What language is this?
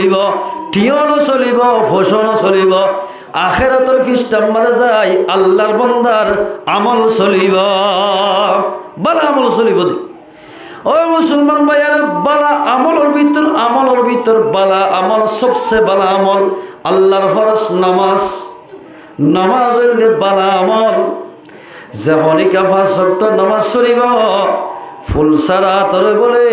Rohingya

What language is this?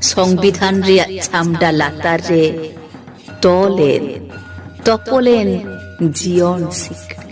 Santali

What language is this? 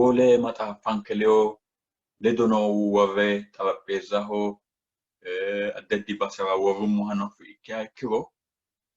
Sidamo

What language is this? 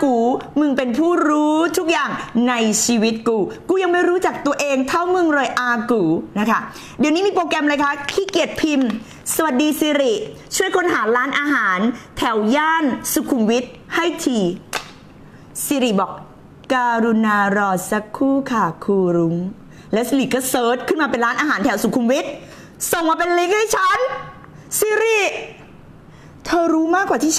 Thai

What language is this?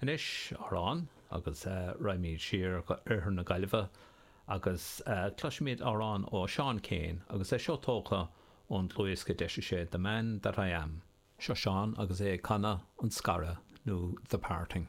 Irish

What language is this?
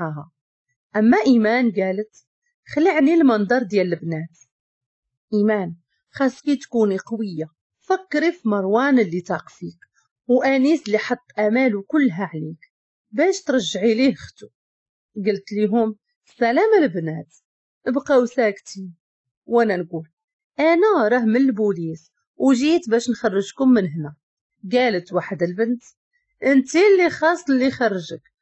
Moroccan Arabic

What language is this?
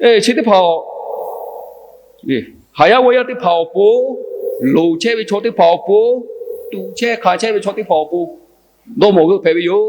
Lahu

